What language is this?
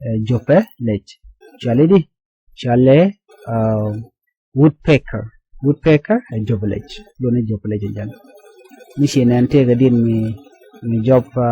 Nuer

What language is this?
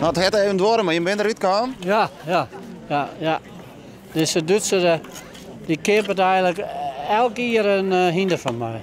Western Frisian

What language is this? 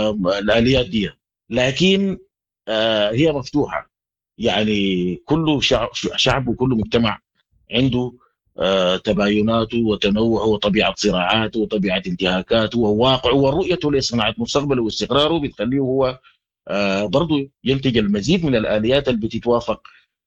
Sudanese Arabic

